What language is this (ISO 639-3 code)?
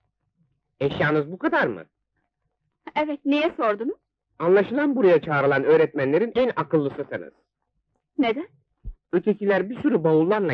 tur